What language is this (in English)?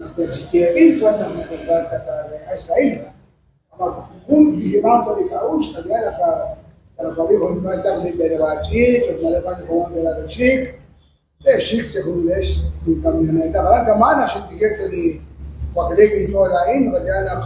Kekchí